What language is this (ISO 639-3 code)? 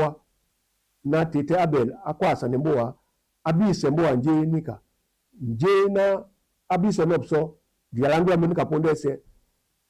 dua